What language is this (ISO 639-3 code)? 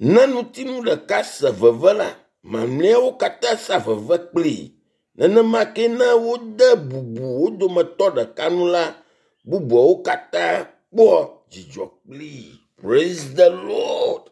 ewe